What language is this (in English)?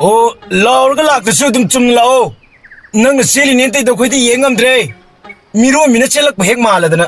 Manipuri